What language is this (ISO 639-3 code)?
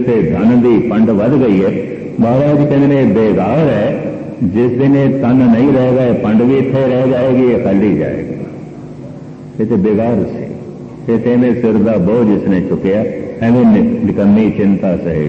pan